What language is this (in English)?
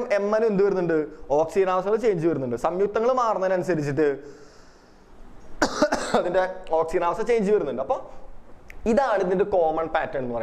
Malayalam